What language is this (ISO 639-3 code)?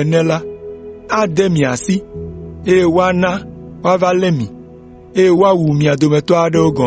ewe